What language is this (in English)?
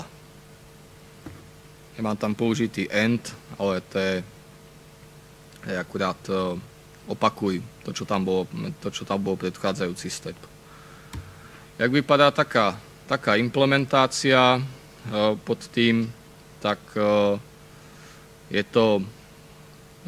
Slovak